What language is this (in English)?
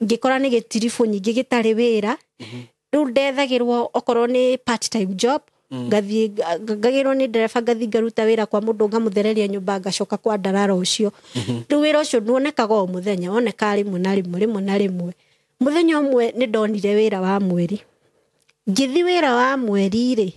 Kikuyu